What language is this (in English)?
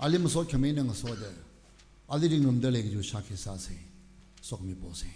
Tangkhul Naga (India)